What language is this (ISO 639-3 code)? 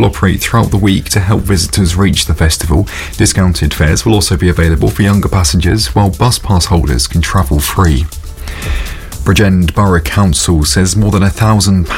eng